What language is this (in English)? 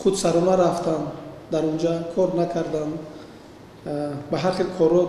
Tajik